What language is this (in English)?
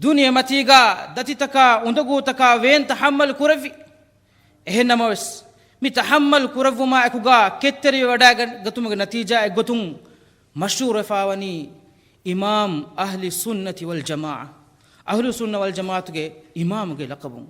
Divehi